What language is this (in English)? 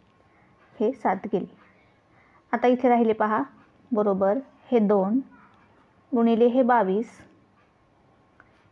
Marathi